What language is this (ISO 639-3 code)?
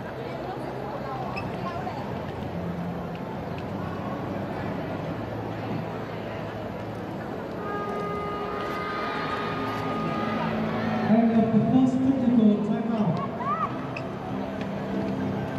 vie